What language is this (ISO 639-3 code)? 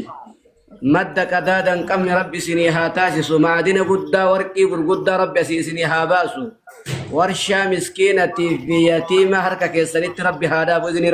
orm